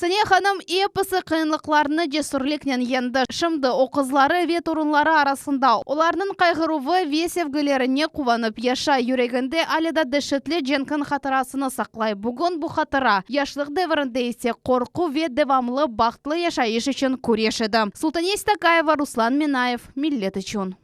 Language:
Crimean Tatar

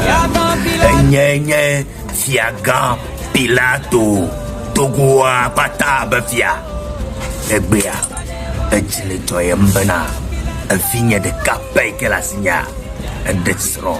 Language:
Ewe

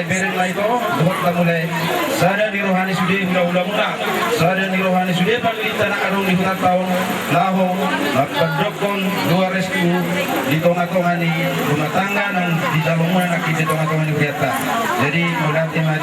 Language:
Batak Toba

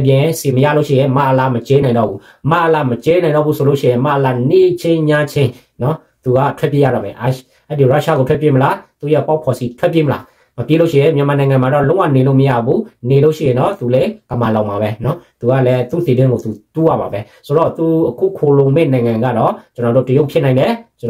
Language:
Burmese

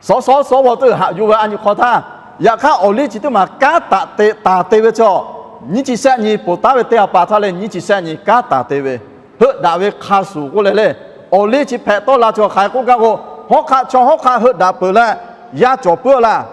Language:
Lahu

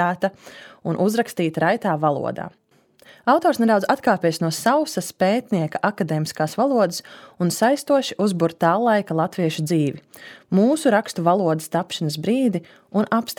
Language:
Latvian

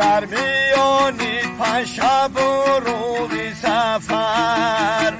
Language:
Tajik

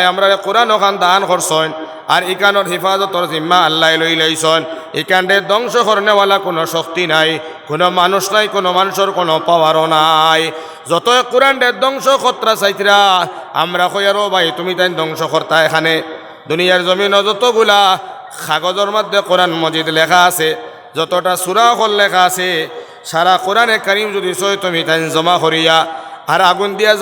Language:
Sylheti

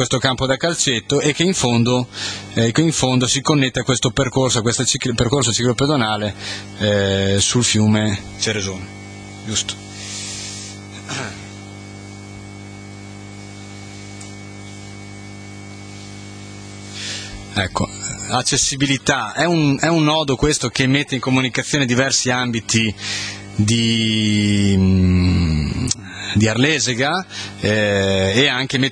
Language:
Italian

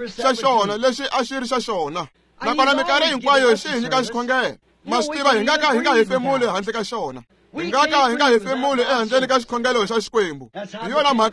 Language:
Tsonga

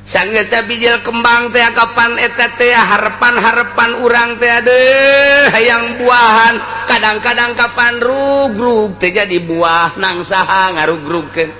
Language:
Sundanese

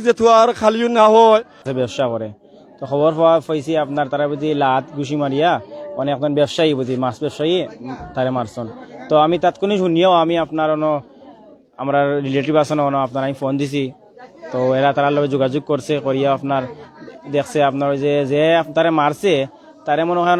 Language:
Sylheti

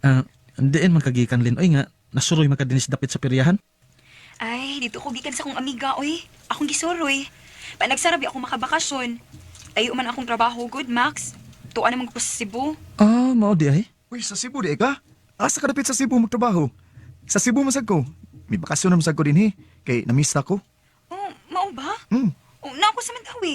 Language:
Cebuano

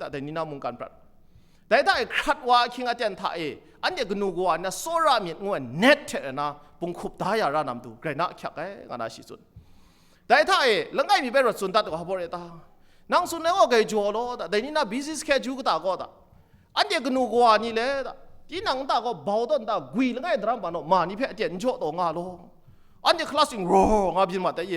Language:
Kachin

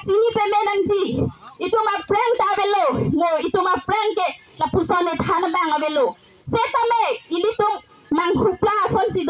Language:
Karbi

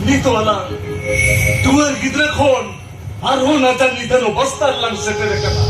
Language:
Santali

